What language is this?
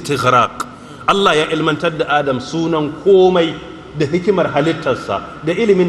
Hausa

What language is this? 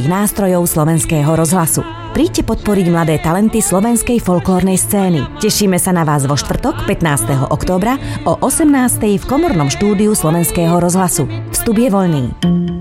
Slovak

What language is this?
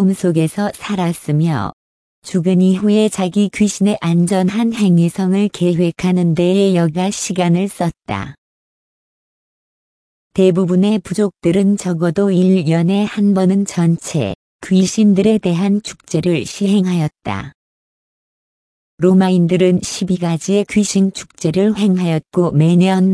Korean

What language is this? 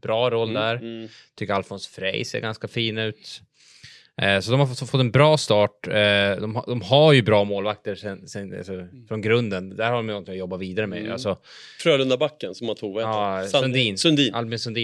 Swedish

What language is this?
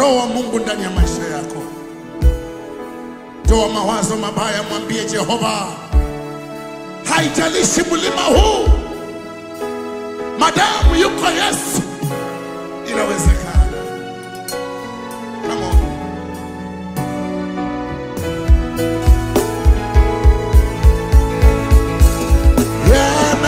Swahili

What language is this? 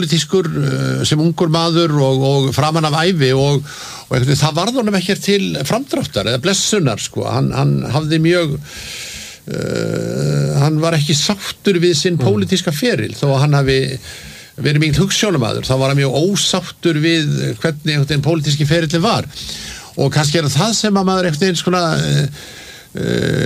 Icelandic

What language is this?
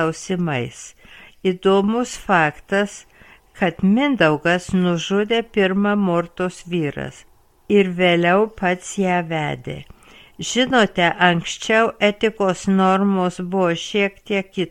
Lithuanian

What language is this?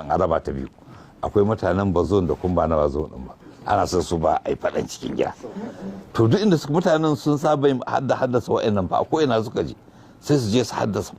Hausa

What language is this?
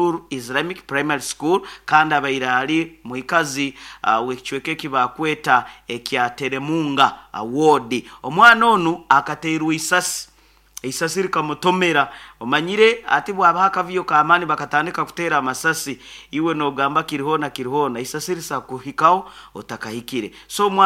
Nyoro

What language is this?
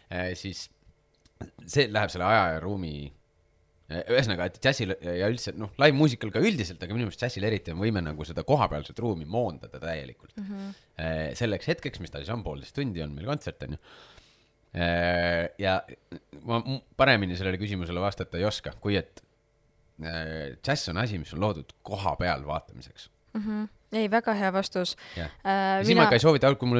Estonian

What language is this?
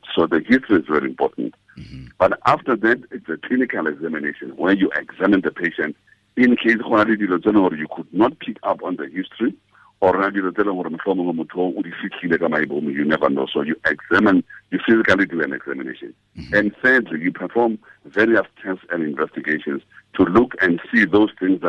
Tswana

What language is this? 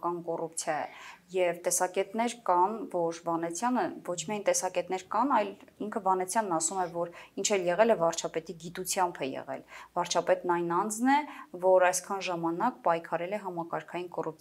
Armenian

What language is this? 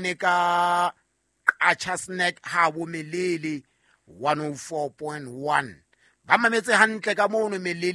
Southern Sotho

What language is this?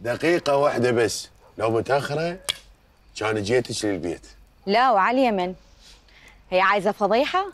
Mesopotamian Arabic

